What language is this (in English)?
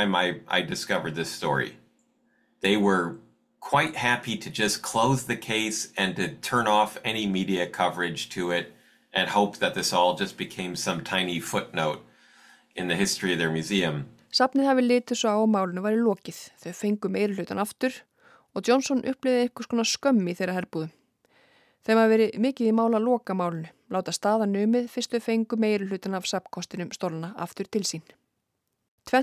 Icelandic